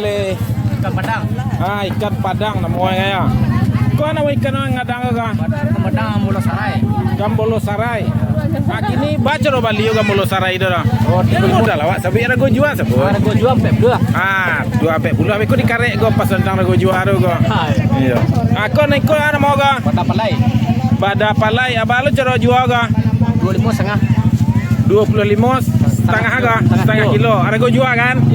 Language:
Minangkabau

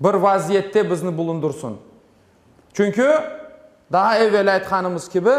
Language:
Crimean Tatar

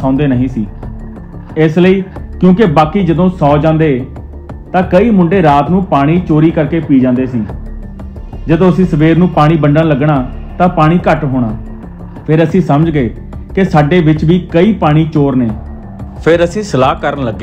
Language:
Punjabi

